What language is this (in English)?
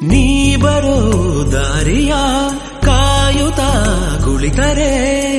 Kannada